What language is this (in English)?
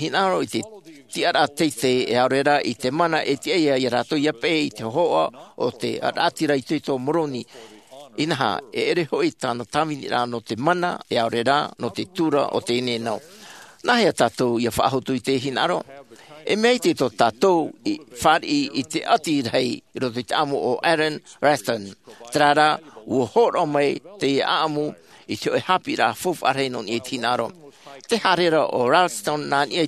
Tahitian